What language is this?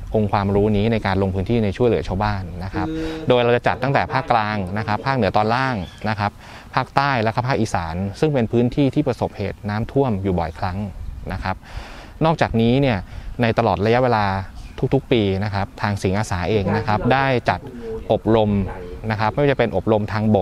Thai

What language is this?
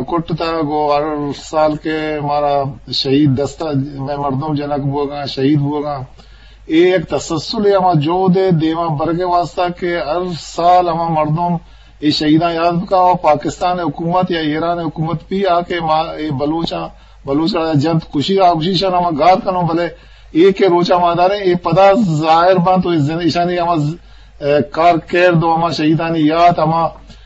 Eastern Balochi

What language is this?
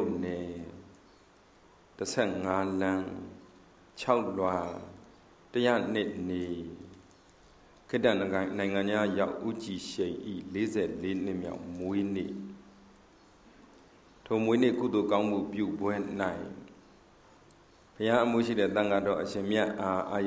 Burmese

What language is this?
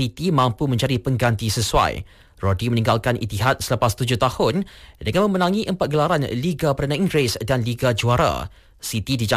Malay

